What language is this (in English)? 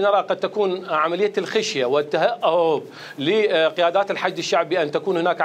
Mesopotamian Arabic